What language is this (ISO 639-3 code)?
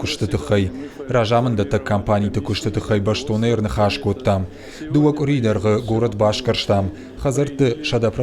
oss